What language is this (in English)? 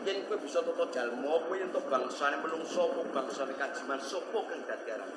Javanese